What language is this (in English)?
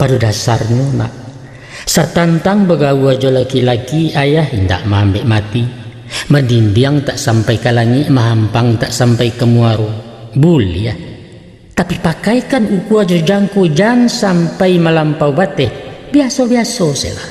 Minangkabau